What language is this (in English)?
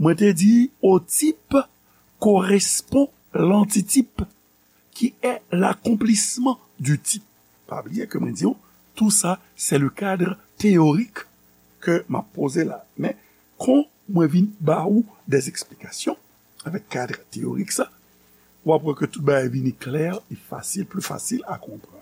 Haitian Creole